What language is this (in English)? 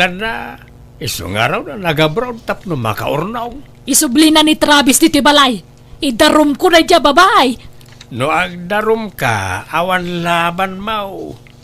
Iloko